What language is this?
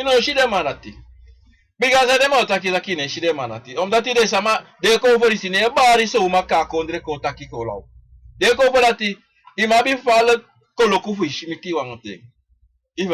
Sranan Tongo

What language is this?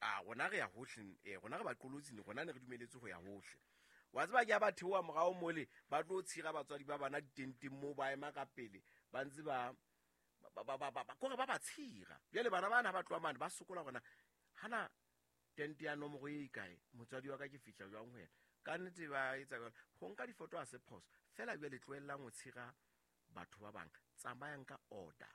Southern Sotho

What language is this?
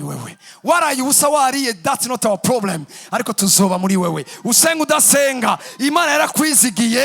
Rundi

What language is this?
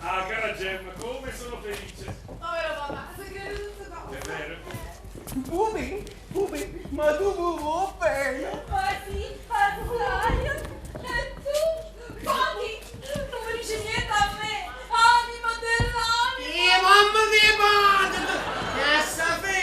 Neapolitan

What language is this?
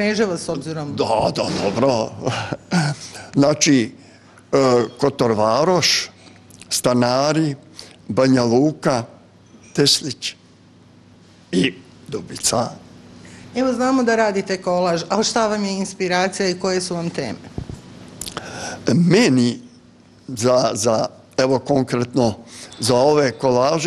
Bosnian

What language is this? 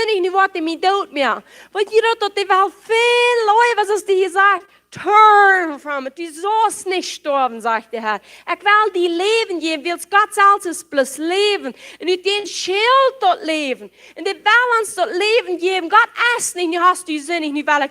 Plautdietsch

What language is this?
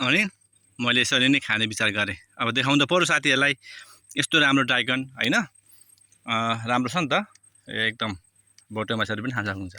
Nepali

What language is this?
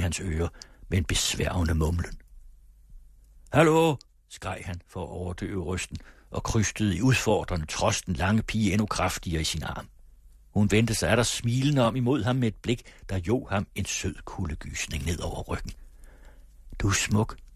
Danish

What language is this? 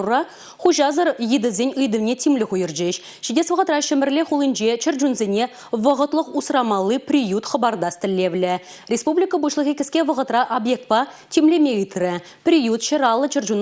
Chuvash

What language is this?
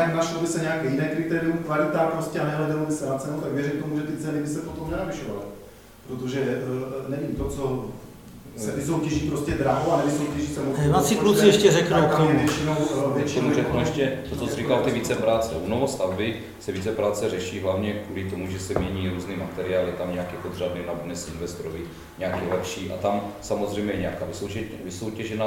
Czech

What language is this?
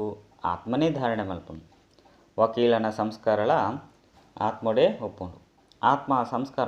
Tulu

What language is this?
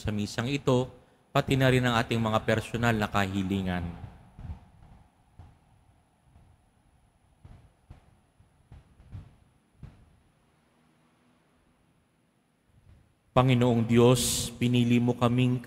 Filipino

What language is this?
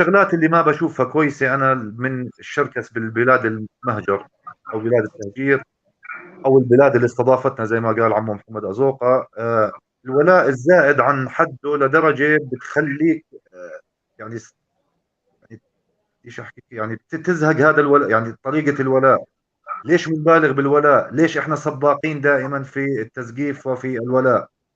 North Levantine Arabic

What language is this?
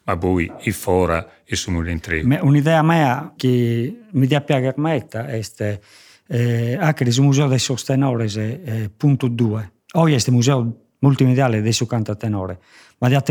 Sardinian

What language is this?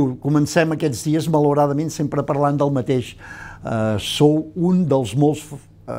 Catalan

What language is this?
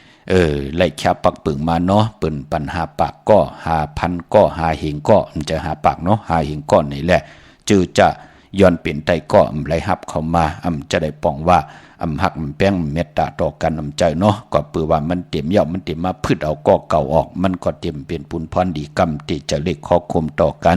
Shan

